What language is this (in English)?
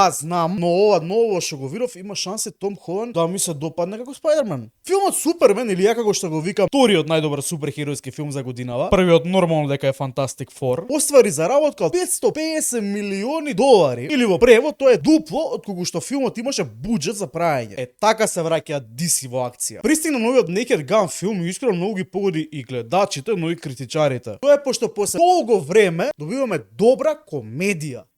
Macedonian